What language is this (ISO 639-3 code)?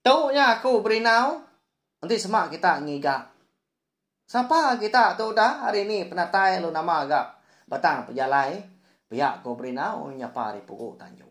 iba